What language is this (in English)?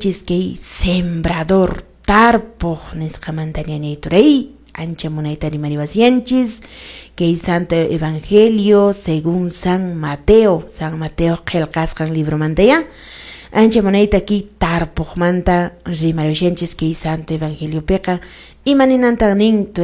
Quechua